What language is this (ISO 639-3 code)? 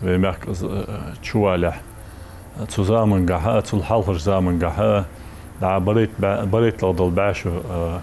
inh